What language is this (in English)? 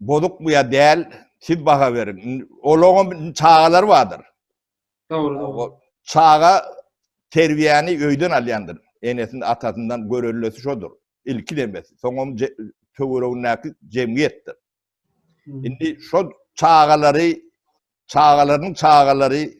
Turkmen